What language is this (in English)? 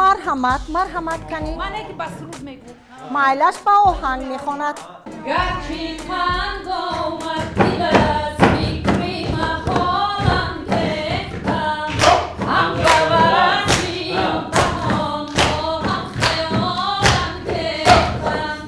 Tajik